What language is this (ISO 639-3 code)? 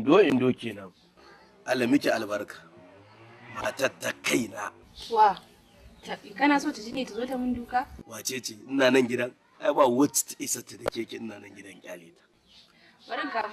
hau